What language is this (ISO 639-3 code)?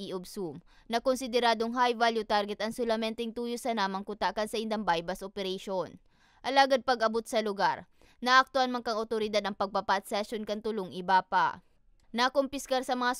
bik